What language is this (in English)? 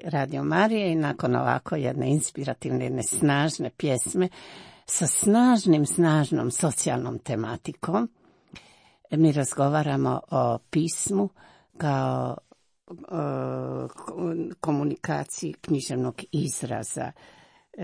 Croatian